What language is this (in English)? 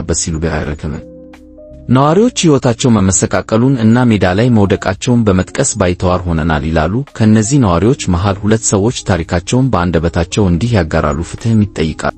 Amharic